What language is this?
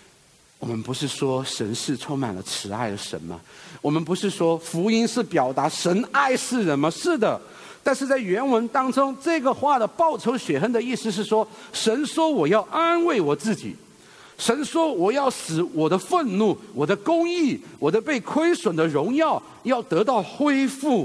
Chinese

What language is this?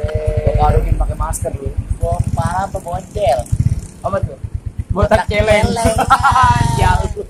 Betawi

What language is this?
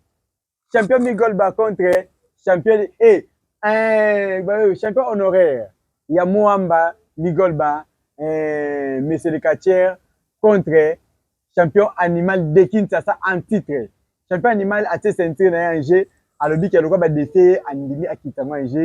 Lingala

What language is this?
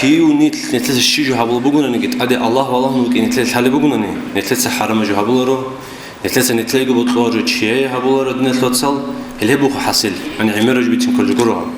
Avaric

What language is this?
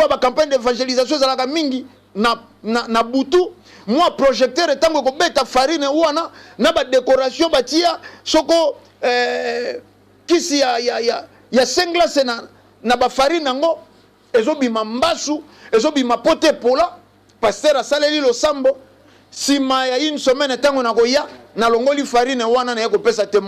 Lingala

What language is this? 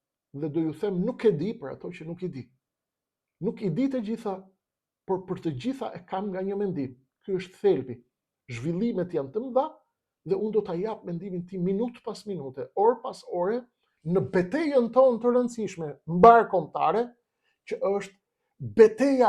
Albanian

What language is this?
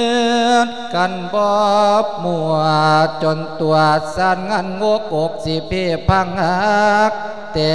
Lao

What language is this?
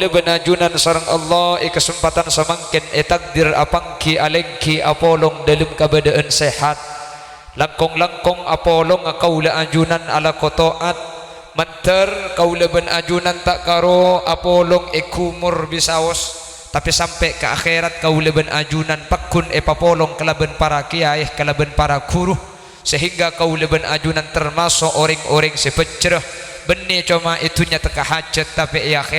Madurese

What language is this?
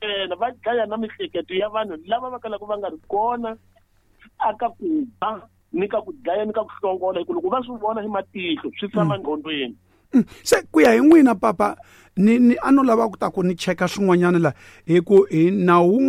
Tsonga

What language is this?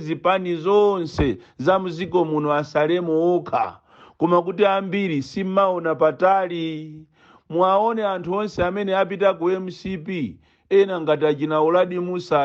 Nyanja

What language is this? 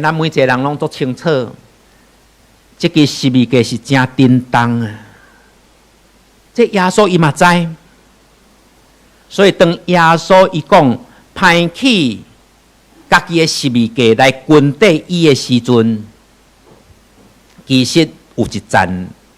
Min Nan Chinese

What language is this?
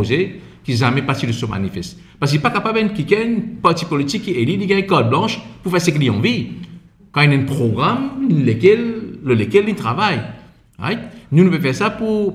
Morisyen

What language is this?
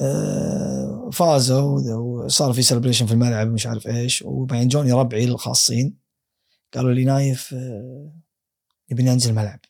Gulf Arabic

